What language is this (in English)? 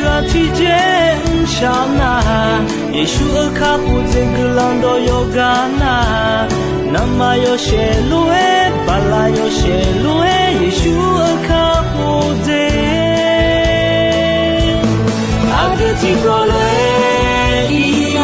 Akha